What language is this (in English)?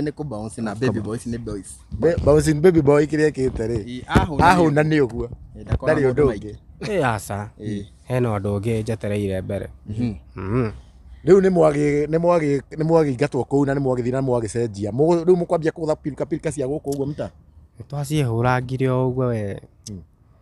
Kikuyu